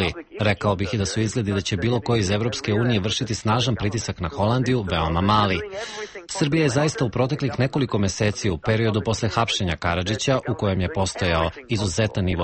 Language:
Serbian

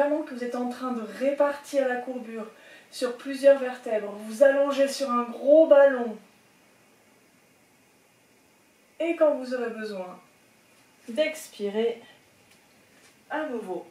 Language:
French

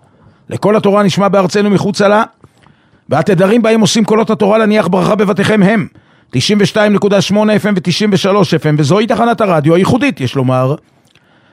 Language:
Hebrew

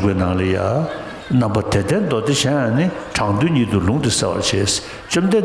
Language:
Tibetan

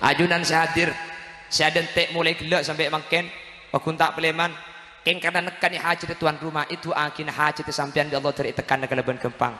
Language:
Madurese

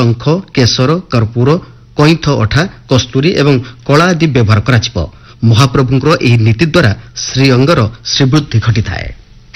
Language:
Odia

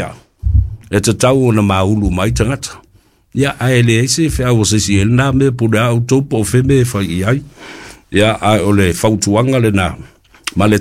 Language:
Samoan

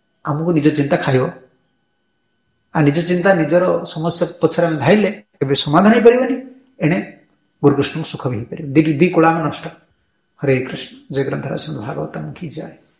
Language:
Odia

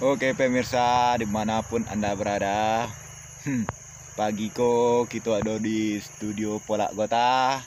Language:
Minangkabau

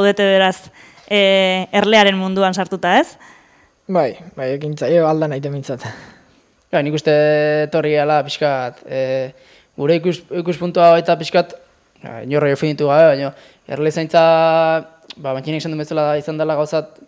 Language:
Basque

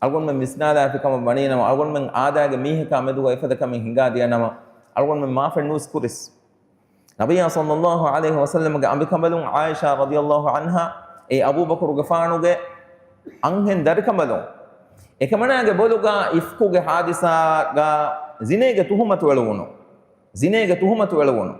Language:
Divehi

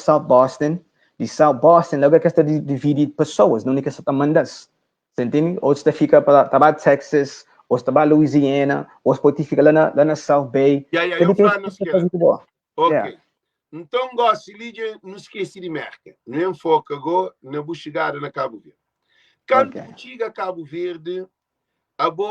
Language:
Kabuverdianu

